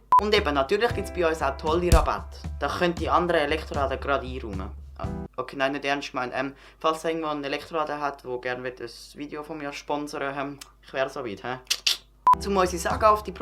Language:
Swiss German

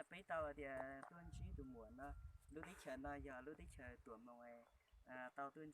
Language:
Hmong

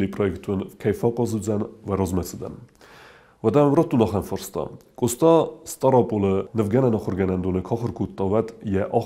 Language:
Ossetic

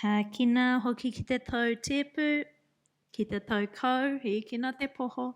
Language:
Māori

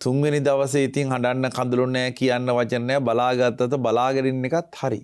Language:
Sinhala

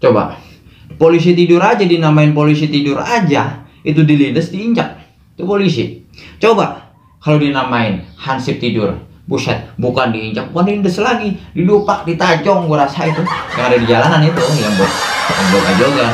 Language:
Betawi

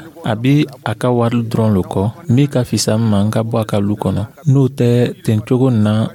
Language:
Dyula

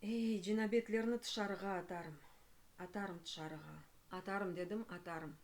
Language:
Crimean Tatar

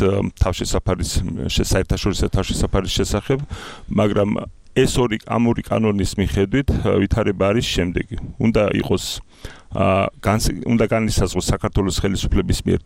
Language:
Georgian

